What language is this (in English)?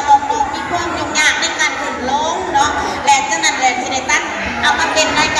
Northeastern Thai